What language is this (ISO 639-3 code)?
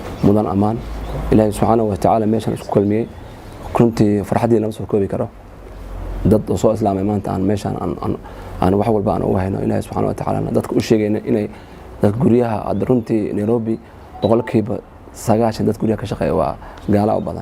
som